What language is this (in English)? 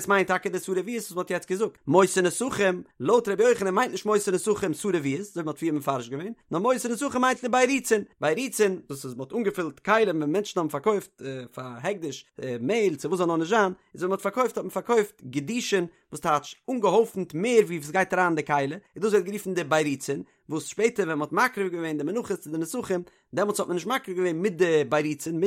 Yiddish